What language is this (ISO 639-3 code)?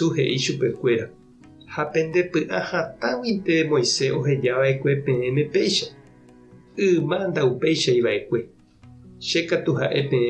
grn